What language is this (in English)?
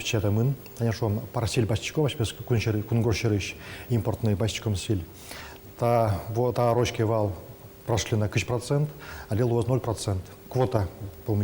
Udmurt